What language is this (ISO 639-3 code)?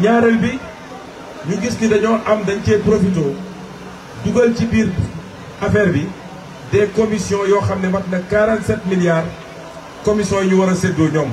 wol